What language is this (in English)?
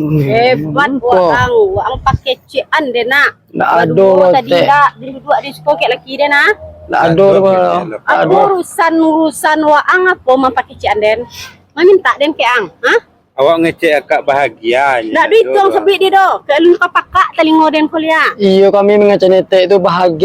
Minangkabau